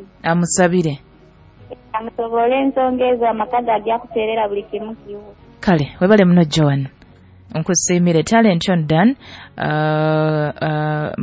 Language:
Nyoro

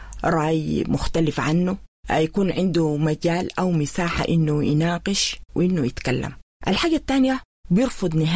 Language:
Sudanese Arabic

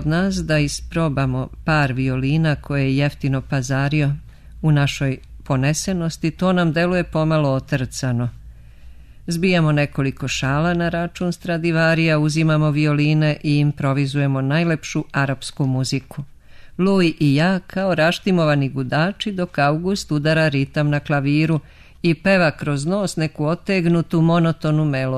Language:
Serbian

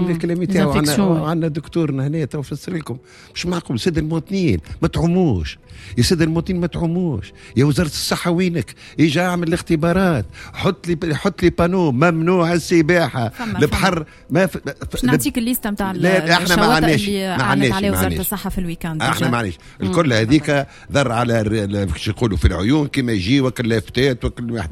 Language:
Tunisian Arabic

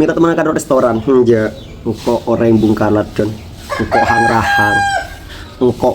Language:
Madurese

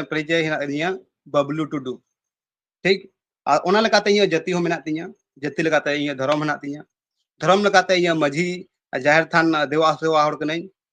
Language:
Santali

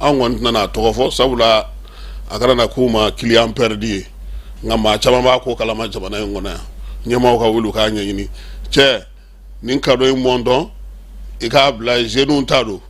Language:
Bambara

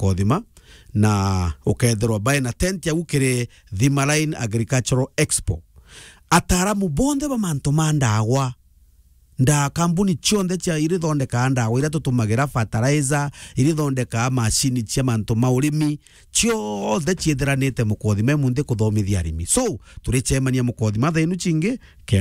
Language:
Meru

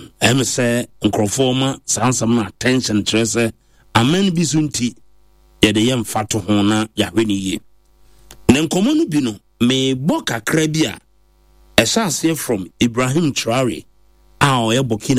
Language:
Akan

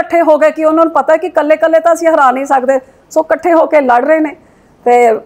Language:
Punjabi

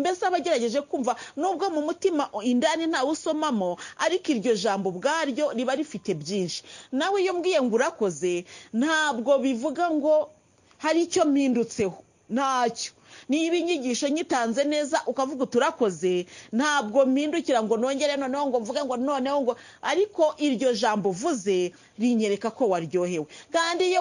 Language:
Kinyarwanda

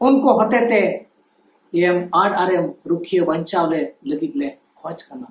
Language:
Santali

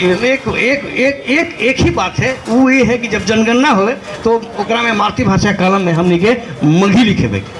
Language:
Magahi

